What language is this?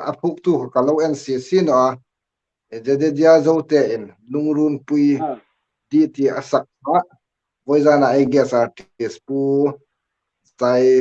Hmar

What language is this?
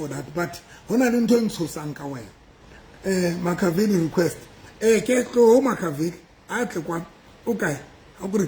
Southern Sotho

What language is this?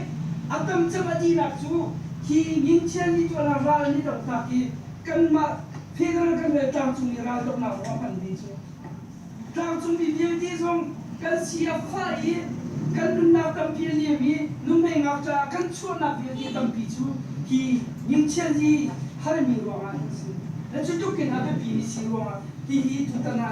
Hakha Chin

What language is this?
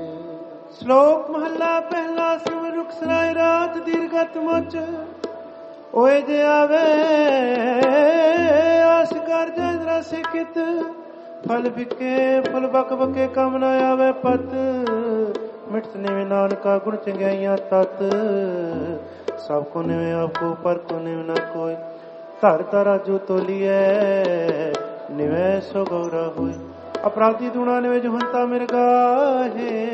Punjabi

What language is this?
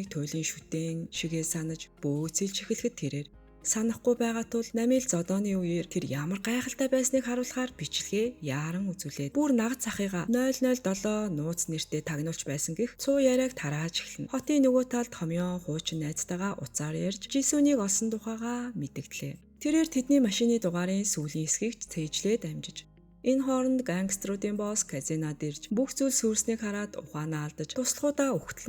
Mongolian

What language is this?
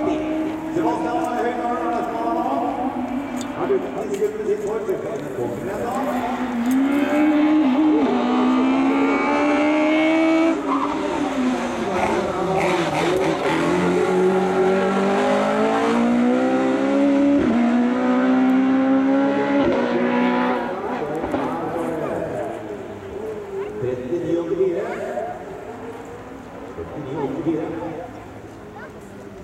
Norwegian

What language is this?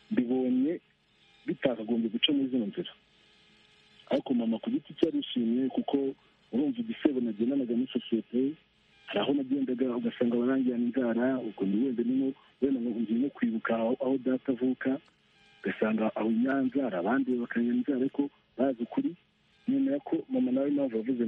Kinyarwanda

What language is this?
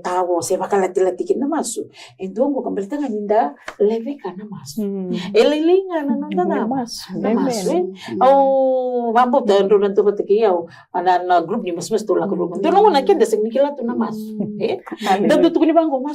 Fijian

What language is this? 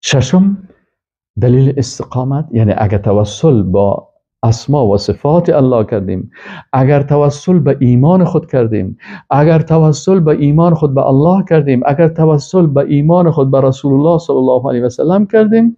Persian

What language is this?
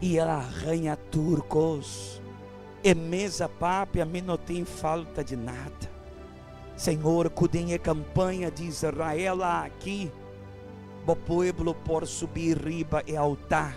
Papiamento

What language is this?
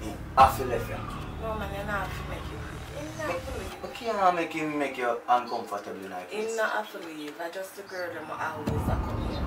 Jamaican Creole English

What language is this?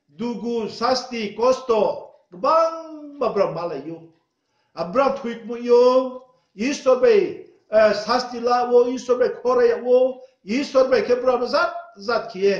Riang (India)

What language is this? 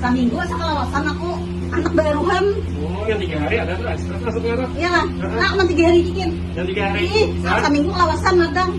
Banjar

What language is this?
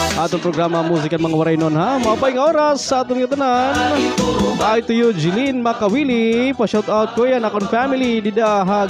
Waray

